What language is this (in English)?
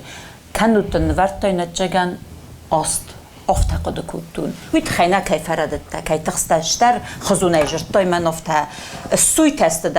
Ossetic